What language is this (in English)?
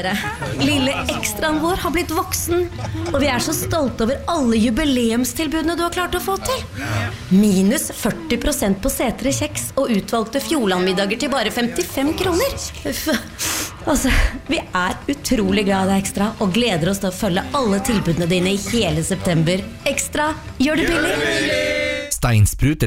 Norwegian